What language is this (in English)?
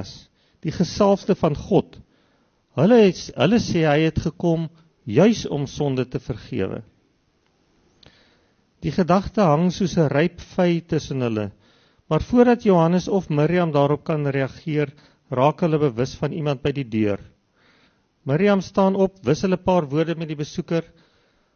Afrikaans